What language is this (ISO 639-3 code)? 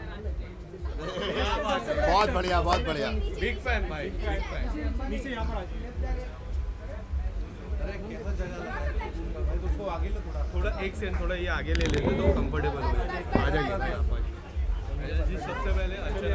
hin